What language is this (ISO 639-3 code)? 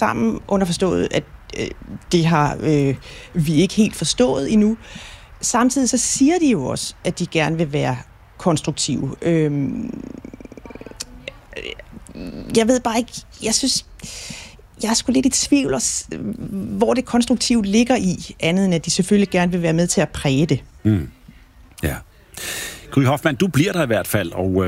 dan